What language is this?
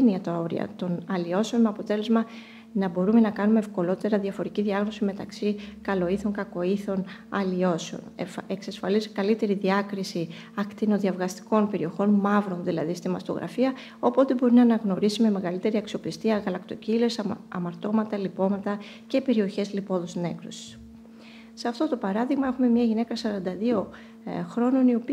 Greek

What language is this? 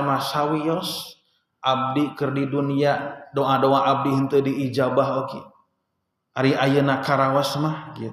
Sundanese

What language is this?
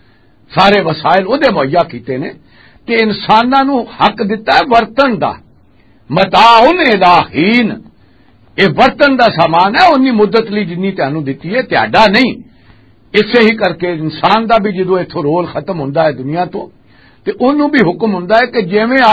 Western Panjabi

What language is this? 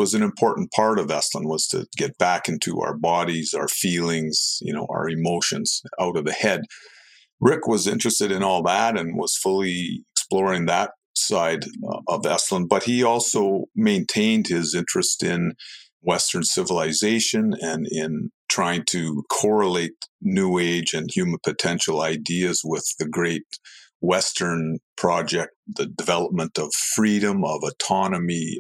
English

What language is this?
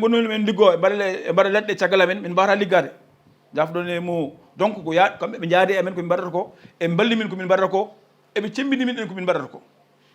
Fula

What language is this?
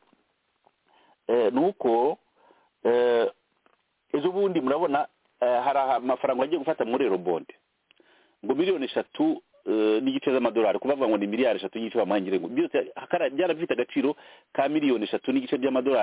Kinyarwanda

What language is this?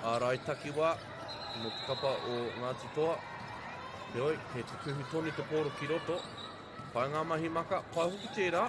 Māori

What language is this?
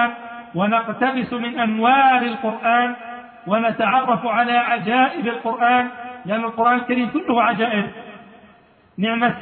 Arabic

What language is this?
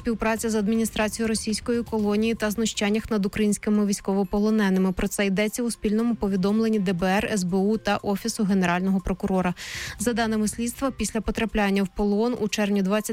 Ukrainian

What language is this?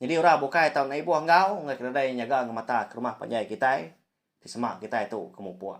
Iban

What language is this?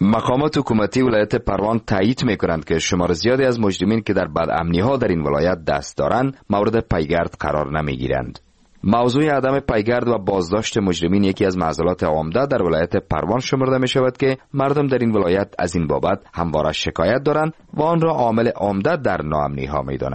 Persian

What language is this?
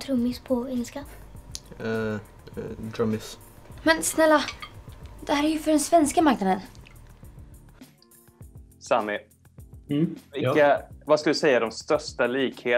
Swedish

